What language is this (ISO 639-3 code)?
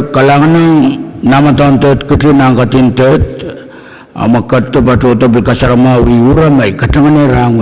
pon